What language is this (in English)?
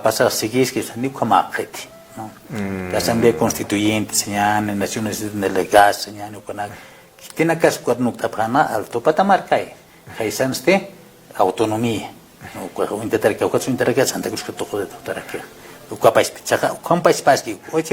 Aymara